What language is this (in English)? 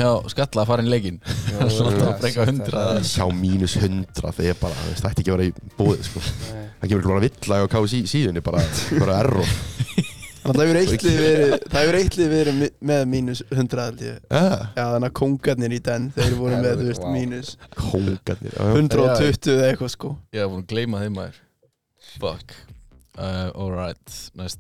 Icelandic